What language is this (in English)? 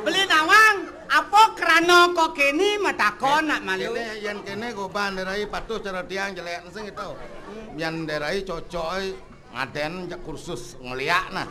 Balinese